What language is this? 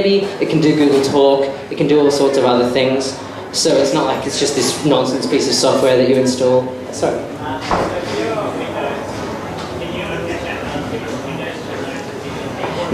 English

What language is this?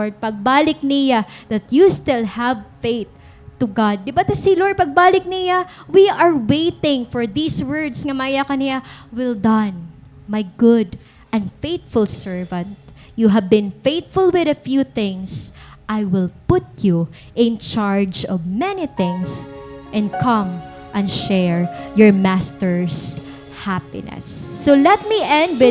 Waray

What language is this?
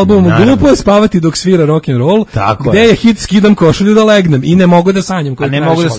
Serbian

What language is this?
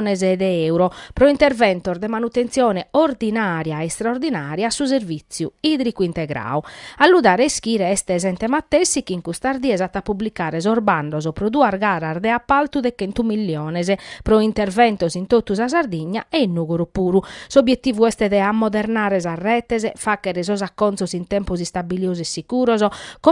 Sardinian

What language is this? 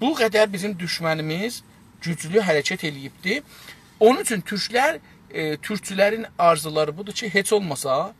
South Azerbaijani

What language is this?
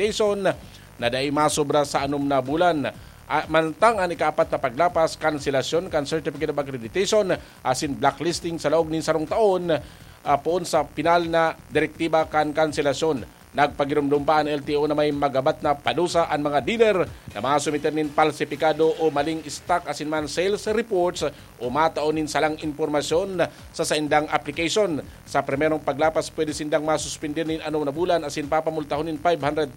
Bikol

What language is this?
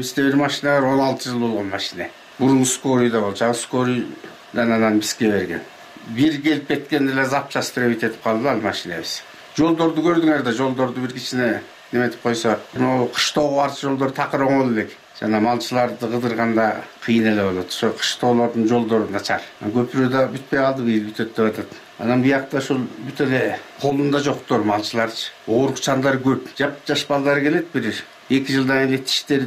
Kyrgyz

